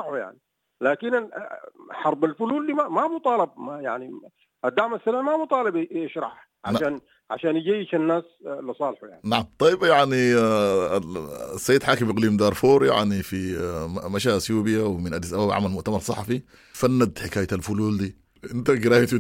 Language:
Sudanese Arabic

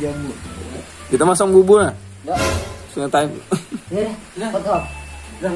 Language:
Banjar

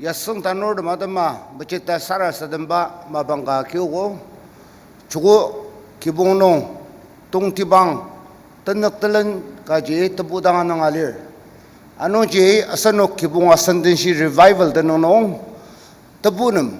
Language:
Ao Naga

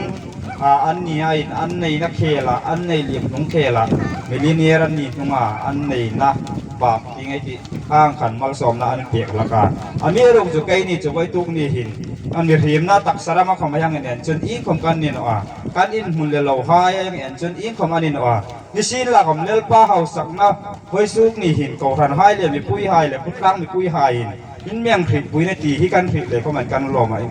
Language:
Hmar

